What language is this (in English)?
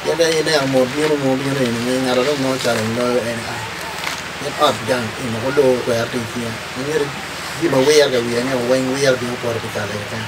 Acoli